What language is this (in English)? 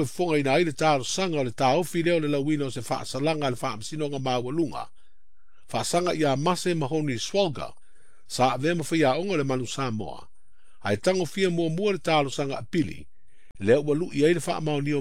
Samoan